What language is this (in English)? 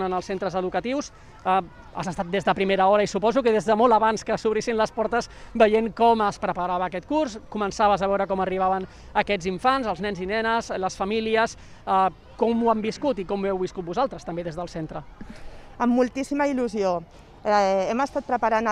Catalan